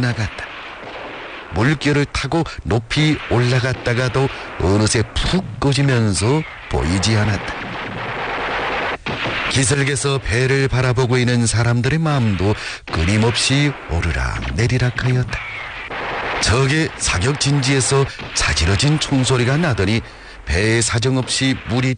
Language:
Korean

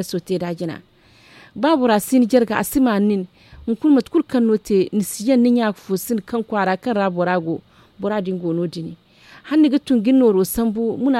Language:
Zarma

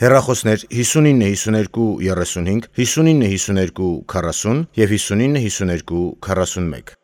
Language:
Armenian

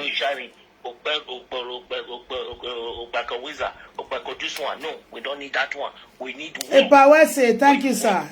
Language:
Nigerian Pidgin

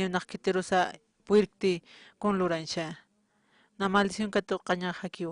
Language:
Aymara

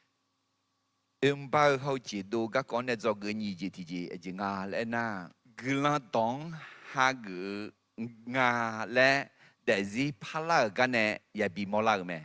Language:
Akha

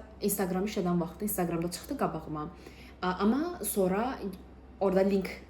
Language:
Azerbaijani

